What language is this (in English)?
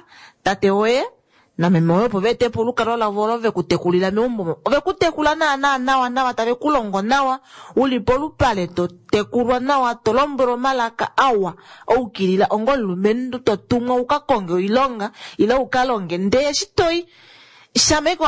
Kuanyama